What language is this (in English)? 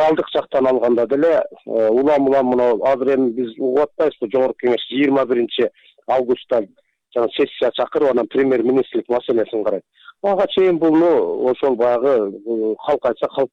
Kyrgyz